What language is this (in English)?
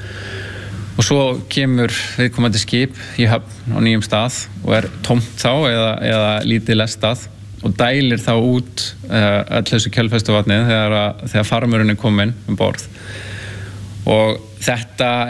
Icelandic